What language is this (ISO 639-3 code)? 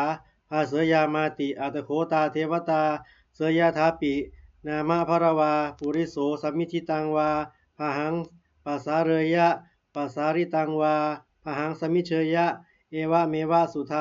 pli